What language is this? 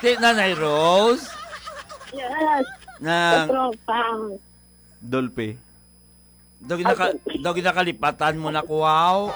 Hiligaynon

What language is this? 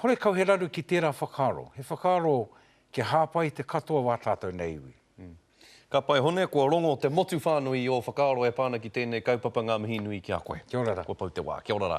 Māori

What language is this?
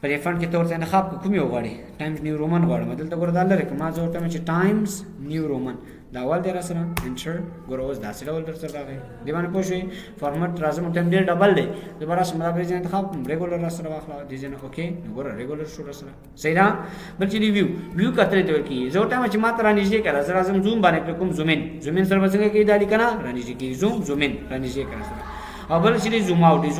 Pashto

